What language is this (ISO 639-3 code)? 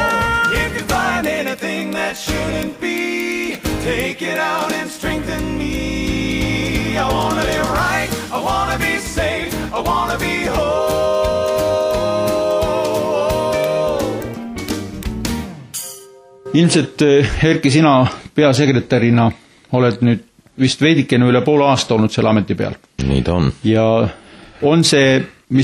est